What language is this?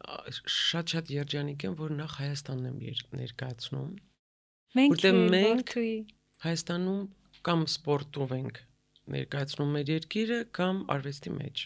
Armenian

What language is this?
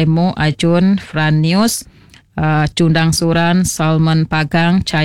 Iban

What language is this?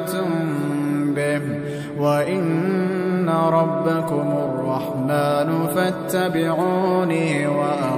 Arabic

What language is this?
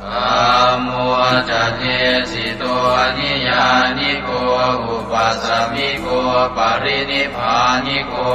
Pali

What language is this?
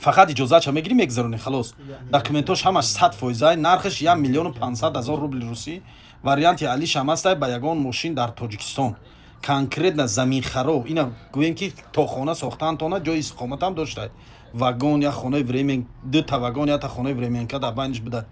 Tajik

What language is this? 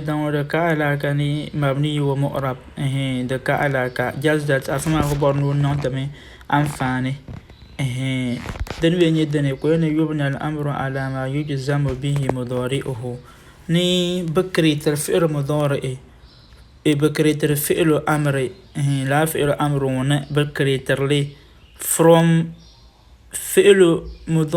Dagbani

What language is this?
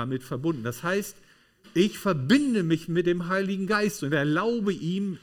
German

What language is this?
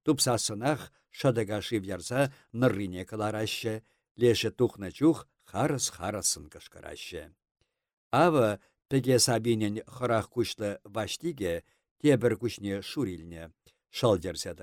Chuvash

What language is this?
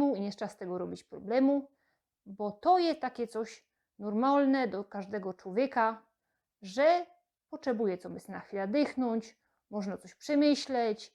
Silesian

